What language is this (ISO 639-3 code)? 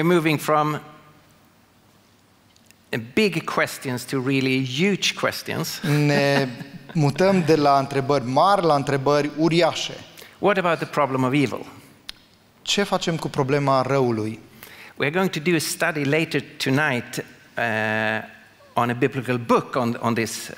ron